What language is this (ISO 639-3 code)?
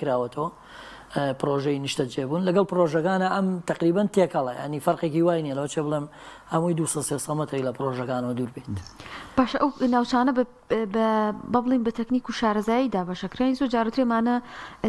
ckb